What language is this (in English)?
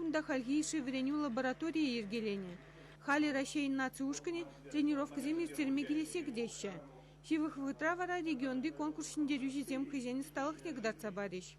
Chuvash